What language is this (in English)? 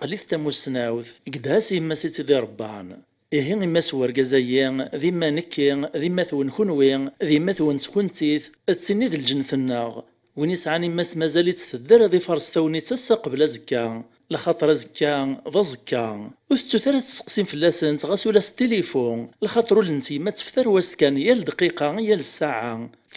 Kabyle